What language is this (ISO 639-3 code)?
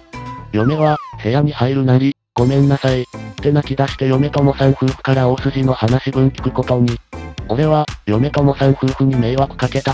jpn